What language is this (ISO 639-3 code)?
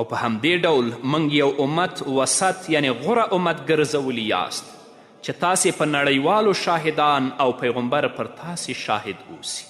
pus